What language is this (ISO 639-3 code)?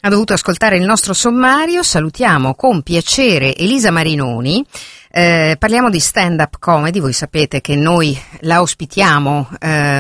ita